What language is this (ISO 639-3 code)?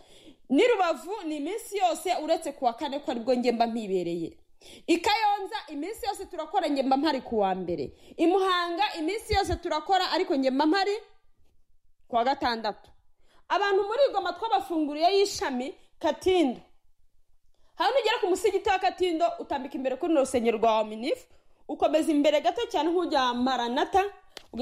kin